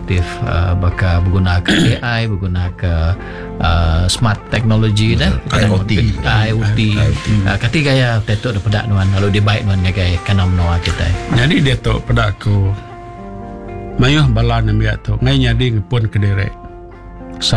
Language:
Iban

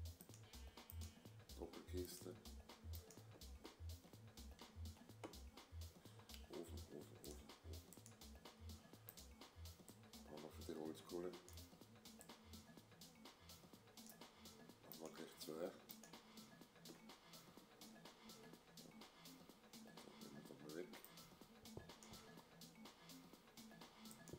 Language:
German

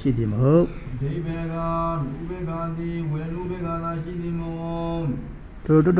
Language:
Burmese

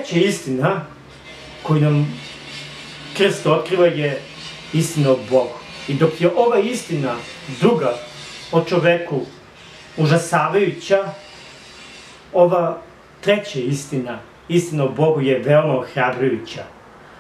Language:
Serbian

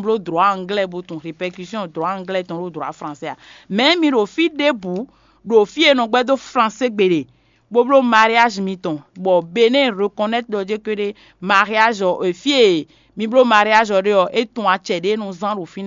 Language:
Fon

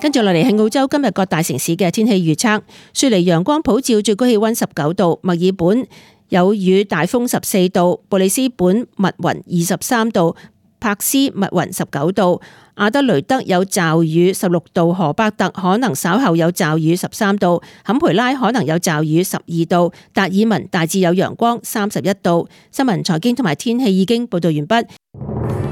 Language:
Cantonese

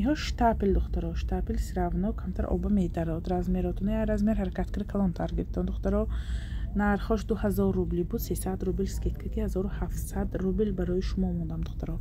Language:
Tajik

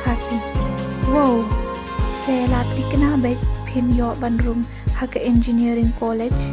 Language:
Khasi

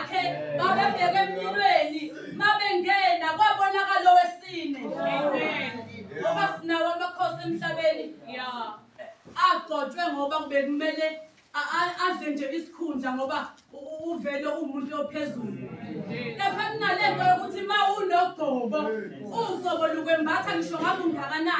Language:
Zulu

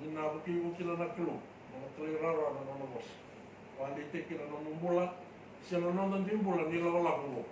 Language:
Fijian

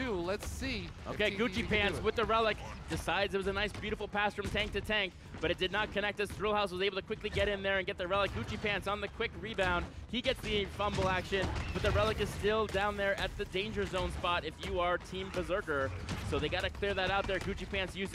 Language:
English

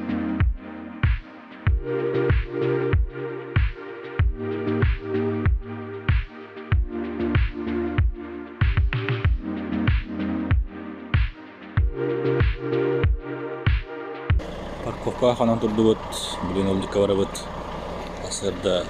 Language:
Yakut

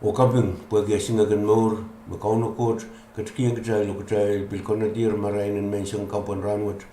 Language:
Pohnpeian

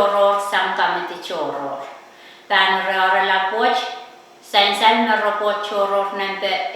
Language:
Pohnpeian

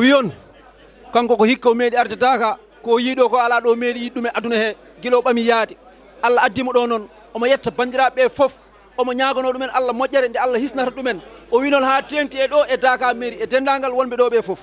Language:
Fula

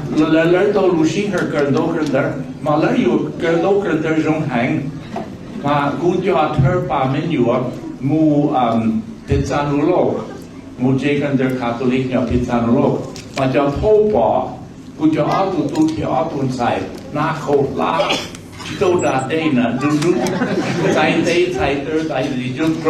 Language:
Hmong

